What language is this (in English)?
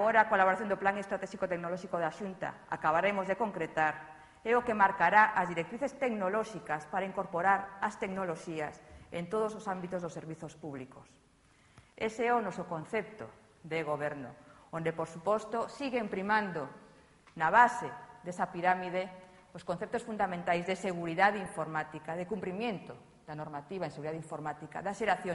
Galician